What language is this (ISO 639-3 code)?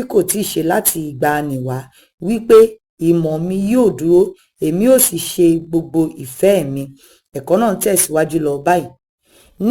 yor